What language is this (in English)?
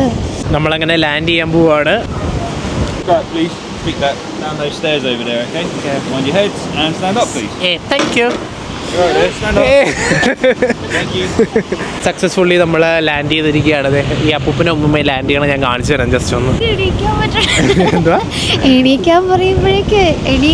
Malayalam